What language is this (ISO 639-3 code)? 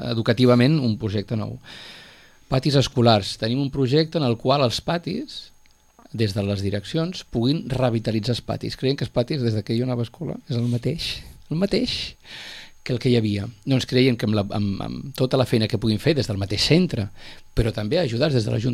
cat